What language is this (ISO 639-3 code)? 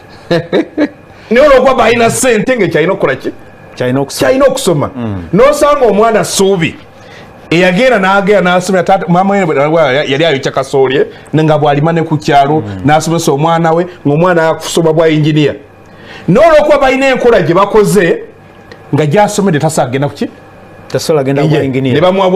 lug